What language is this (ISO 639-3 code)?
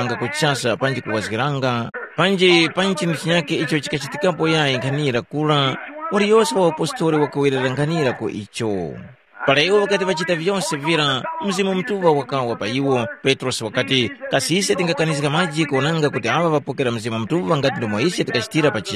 tum